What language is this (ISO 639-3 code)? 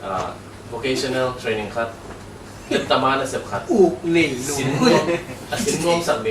ctd